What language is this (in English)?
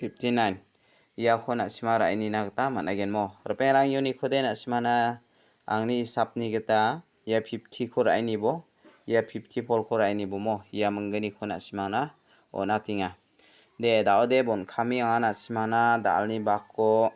Garo